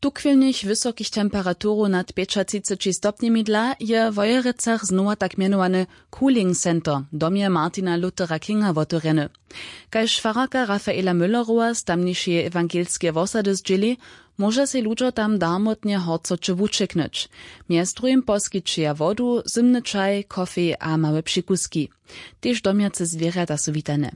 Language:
Upper Sorbian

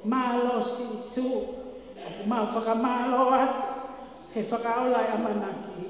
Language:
Tongan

